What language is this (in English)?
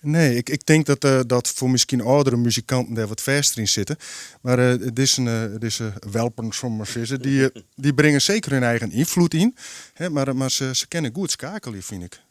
Western Frisian